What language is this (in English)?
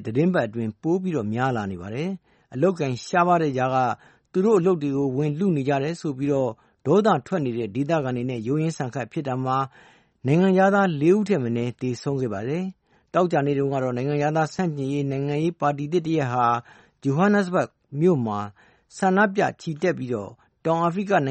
Burmese